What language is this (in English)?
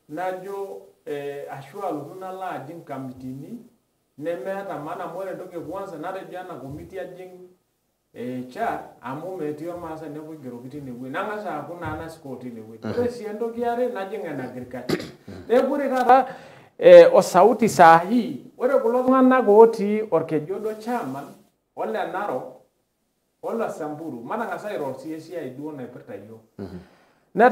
Masai